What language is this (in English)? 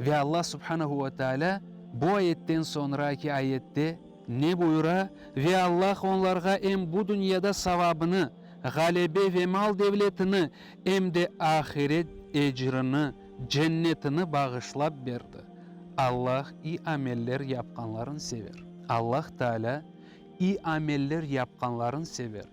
Crimean Tatar